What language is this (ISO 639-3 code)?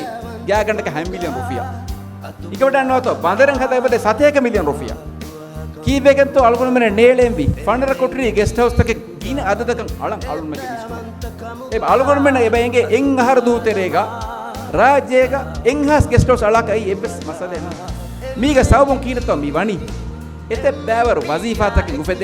div